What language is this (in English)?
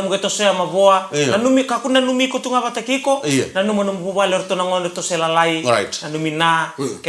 Fijian